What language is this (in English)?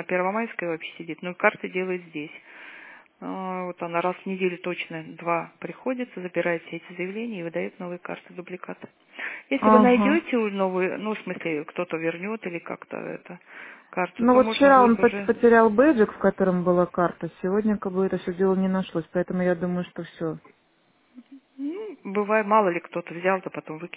Russian